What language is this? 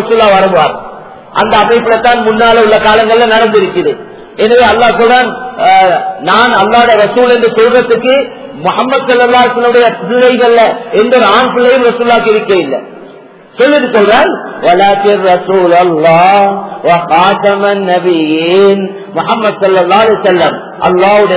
Tamil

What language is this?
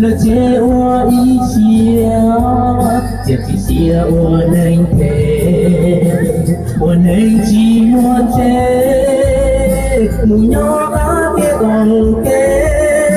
Hmong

